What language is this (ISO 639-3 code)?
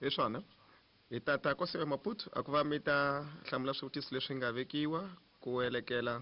tso